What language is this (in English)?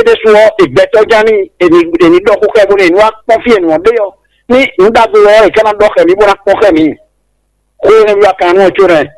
Fon